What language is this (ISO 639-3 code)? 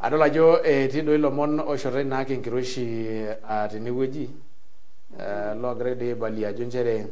mas